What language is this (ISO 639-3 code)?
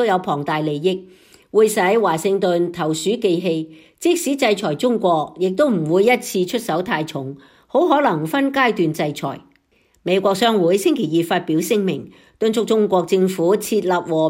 yue